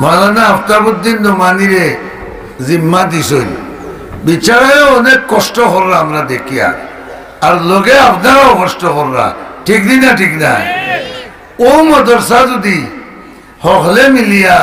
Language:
Sylheti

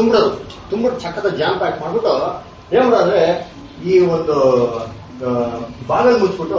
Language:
Kannada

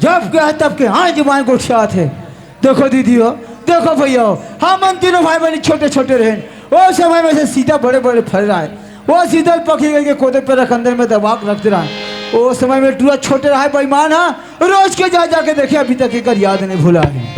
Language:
Chhattisgarhi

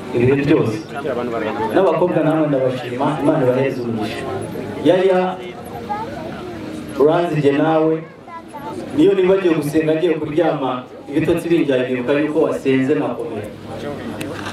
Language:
Kinyarwanda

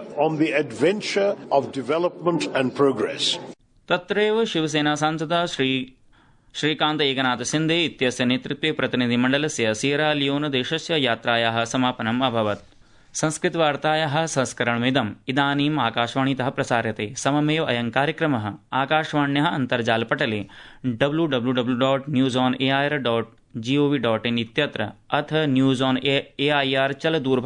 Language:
Sanskrit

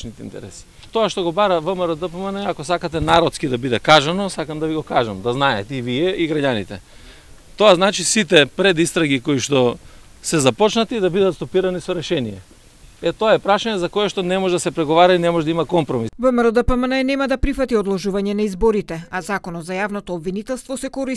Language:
Macedonian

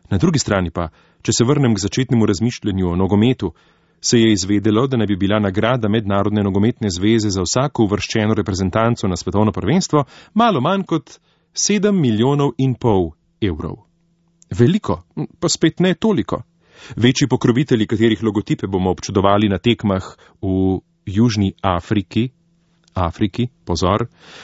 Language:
Slovenian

